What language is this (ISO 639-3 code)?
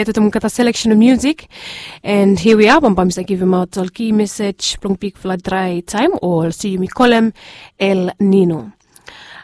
bis